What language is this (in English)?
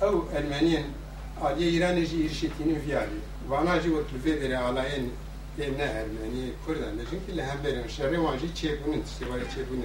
Kurdish